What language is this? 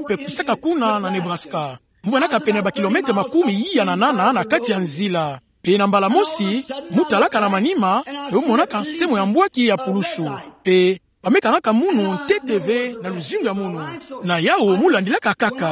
Kituba (Democratic Republic of Congo)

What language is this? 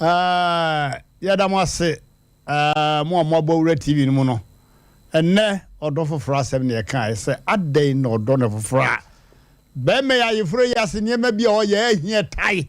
Akan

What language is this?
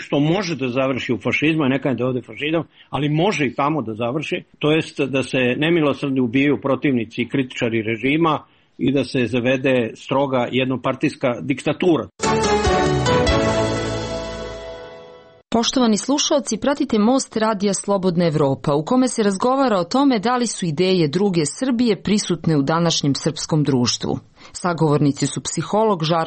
Serbian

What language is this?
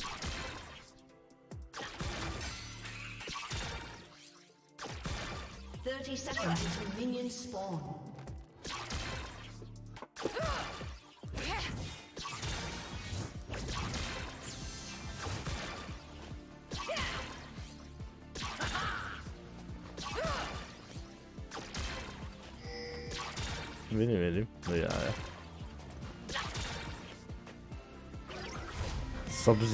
Croatian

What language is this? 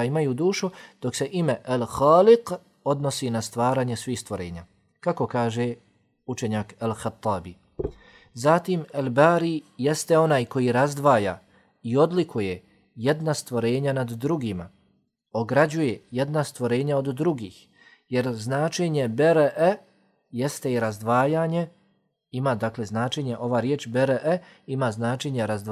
Bosnian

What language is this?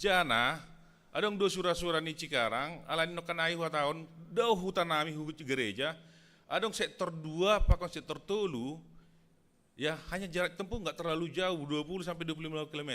Batak Simalungun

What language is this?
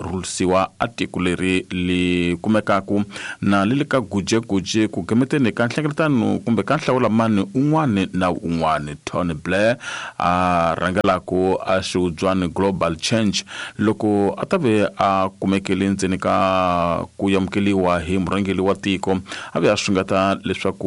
Tsonga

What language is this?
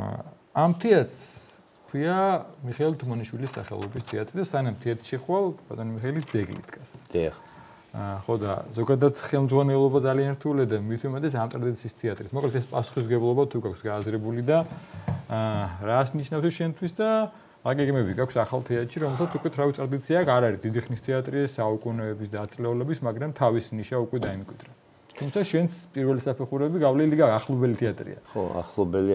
Georgian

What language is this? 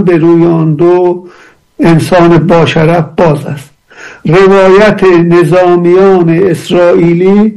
Persian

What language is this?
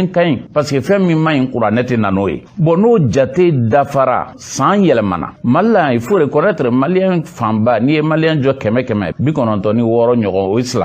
Bambara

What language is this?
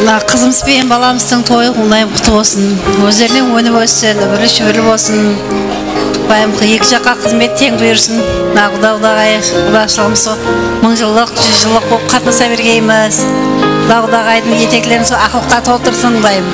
Kara-Kalpak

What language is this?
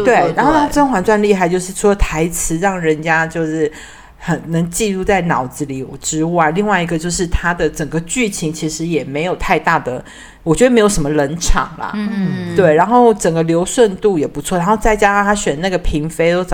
Chinese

